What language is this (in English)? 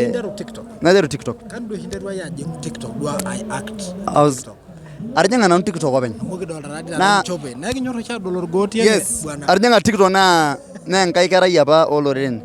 Masai